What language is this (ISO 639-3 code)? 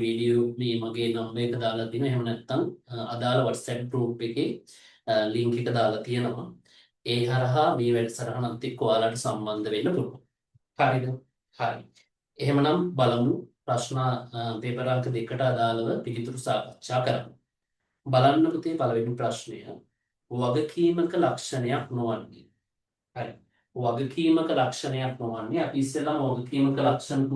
sin